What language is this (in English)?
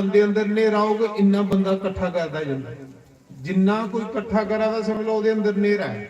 Dogri